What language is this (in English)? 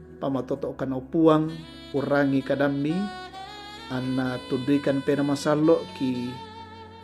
Toraja-Sa'dan